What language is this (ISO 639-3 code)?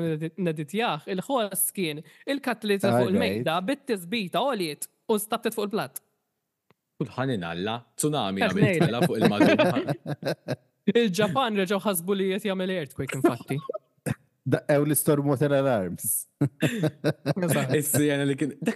mlt